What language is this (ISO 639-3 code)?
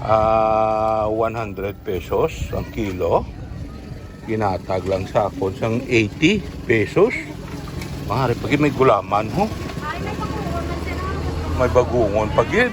hil